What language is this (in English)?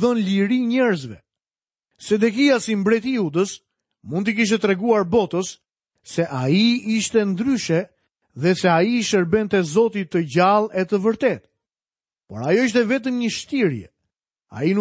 Albanian